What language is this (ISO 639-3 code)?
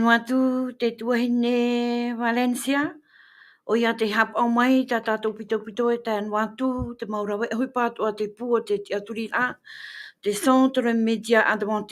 tah